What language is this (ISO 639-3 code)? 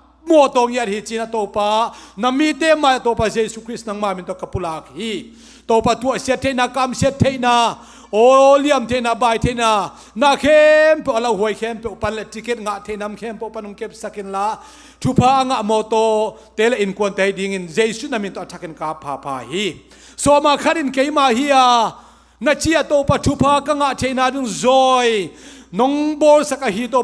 ctd